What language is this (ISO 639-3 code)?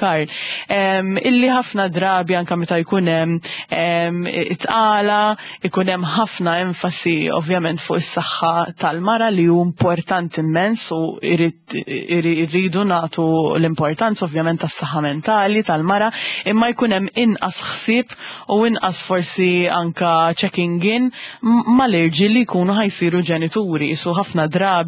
mlt